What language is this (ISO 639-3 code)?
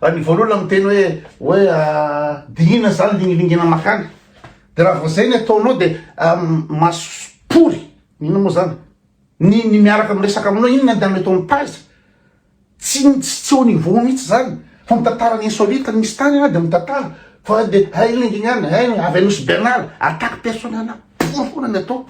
mlg